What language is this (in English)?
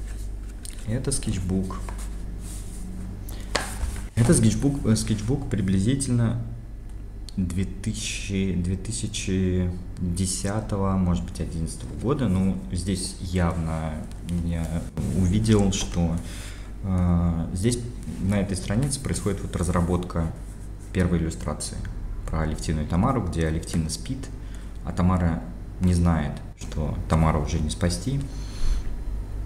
Russian